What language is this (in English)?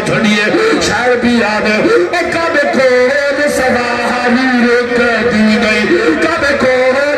Saraiki